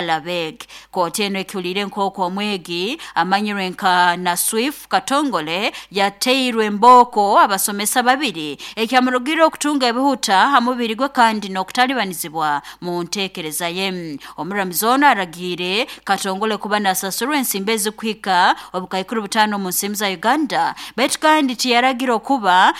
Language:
Nyoro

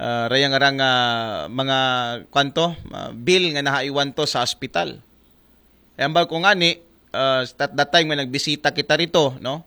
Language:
Aklanon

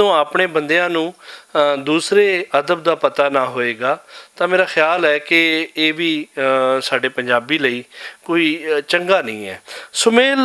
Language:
Western Panjabi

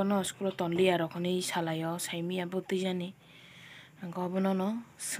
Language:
Kok Borok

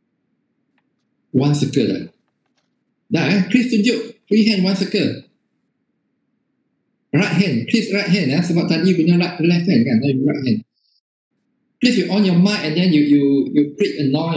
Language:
Malay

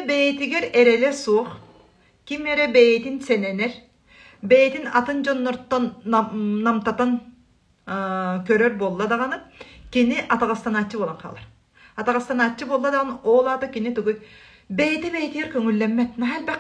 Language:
Yakut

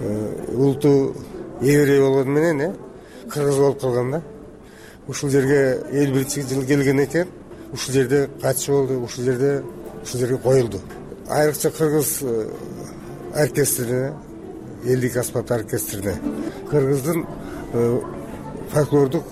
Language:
Kyrgyz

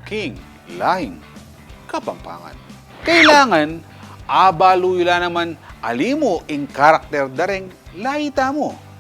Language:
Pampanga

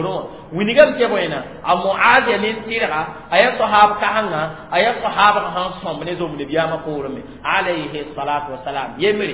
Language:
Mossi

